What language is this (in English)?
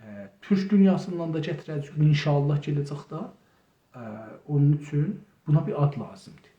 South Azerbaijani